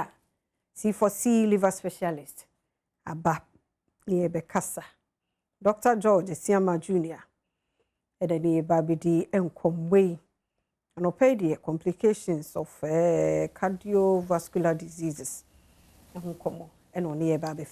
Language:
Akan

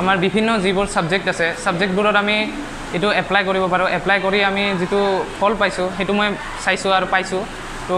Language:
Assamese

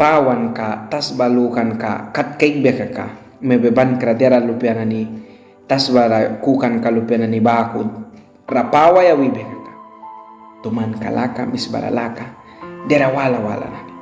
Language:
Mískito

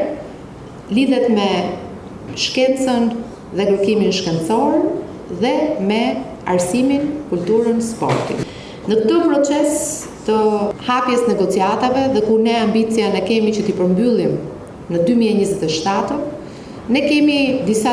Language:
Albanian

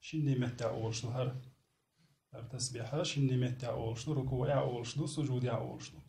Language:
Chechen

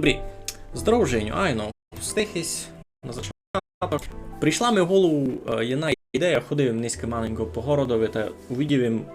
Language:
Rusyn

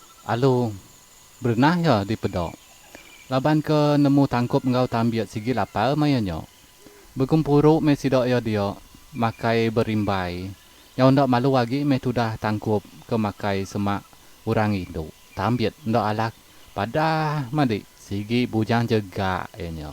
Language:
Iban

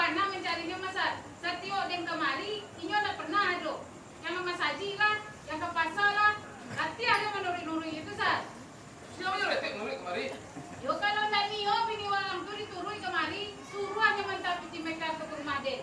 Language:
Minangkabau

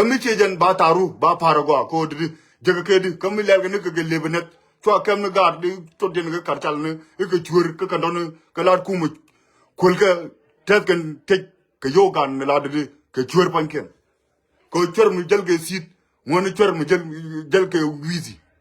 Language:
Nuer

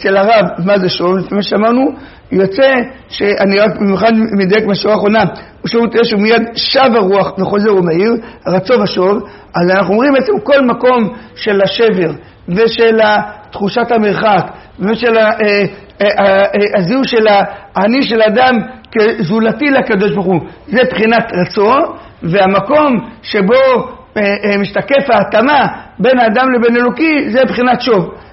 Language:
Hebrew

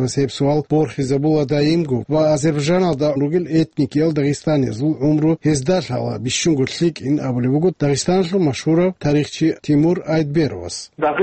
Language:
Avaric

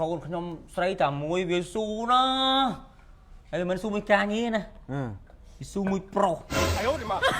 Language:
Khmer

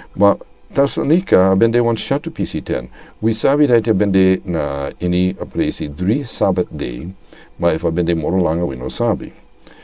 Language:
Sranan Tongo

